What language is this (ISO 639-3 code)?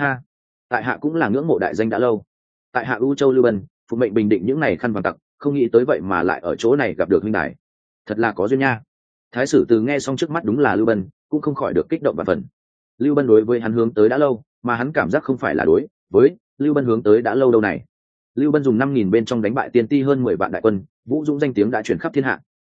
vie